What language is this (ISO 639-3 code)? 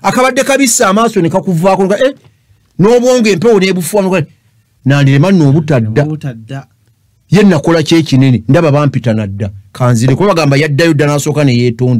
lug